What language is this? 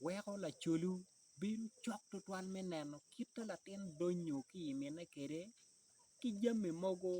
Acoli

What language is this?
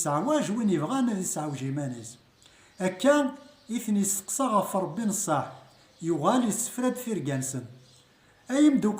Kabyle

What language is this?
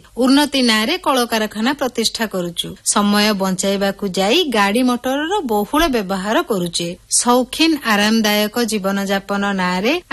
Odia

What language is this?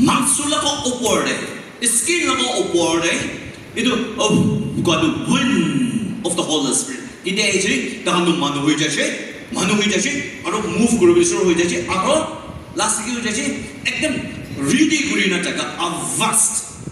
Naga Pidgin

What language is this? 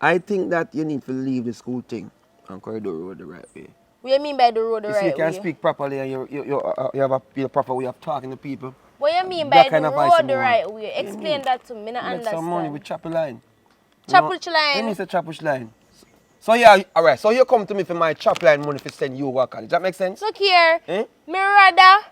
Jamaican Creole English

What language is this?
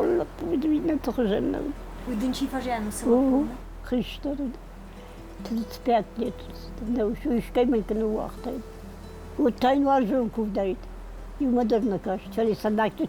Ossetic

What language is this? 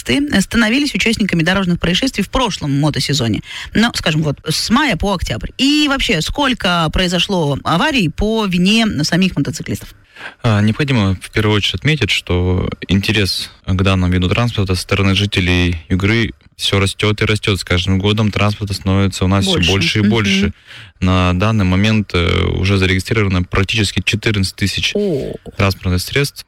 Russian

